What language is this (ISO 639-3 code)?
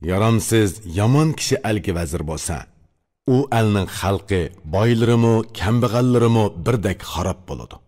uig